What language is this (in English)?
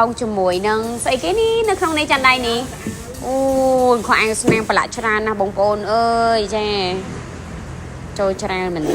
Khmer